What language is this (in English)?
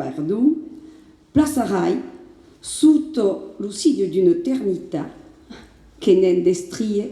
Occitan